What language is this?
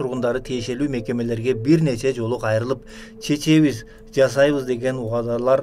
Kyrgyz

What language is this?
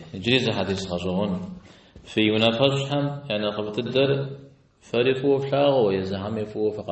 Kabardian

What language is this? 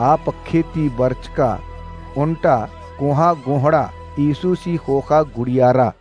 Kurukh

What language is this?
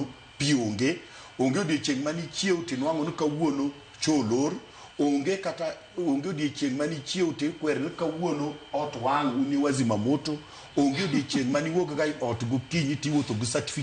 Luo (Kenya and Tanzania)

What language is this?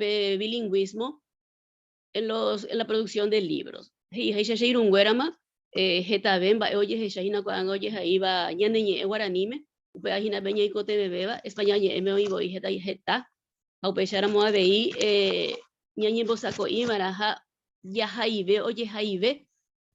Guarani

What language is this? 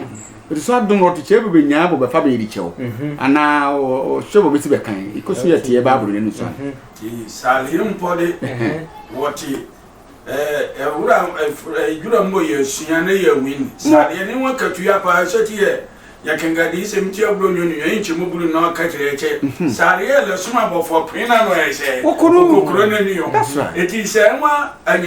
Sehwi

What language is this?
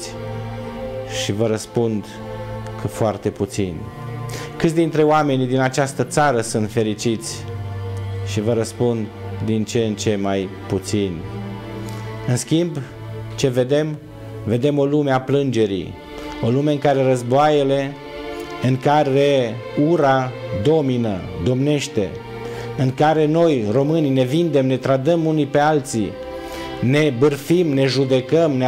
Romanian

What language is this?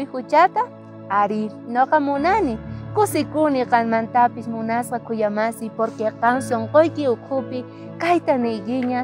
South Bolivian Quechua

